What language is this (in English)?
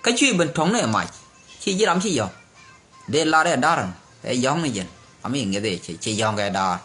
Nuer